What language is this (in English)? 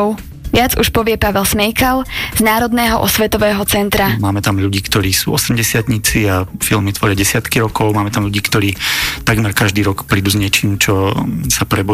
Slovak